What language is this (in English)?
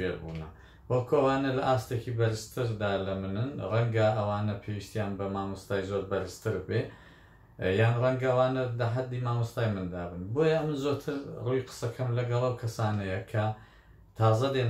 Central Kurdish